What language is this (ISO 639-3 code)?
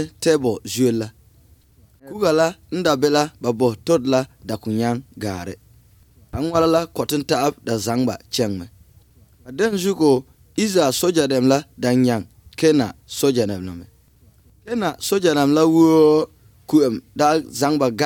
eus